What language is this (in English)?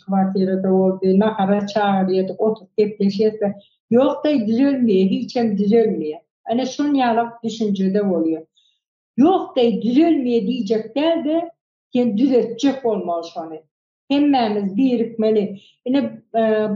Turkmen